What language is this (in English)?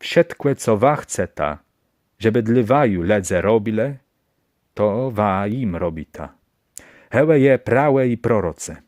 Kashubian